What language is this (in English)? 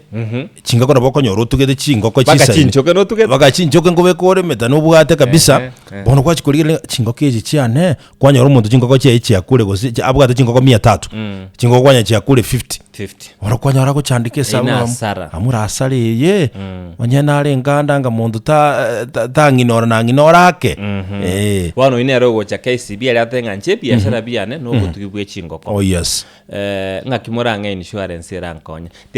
Gusii